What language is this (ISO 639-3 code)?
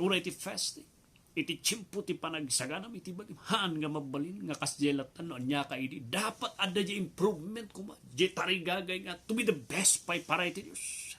ilo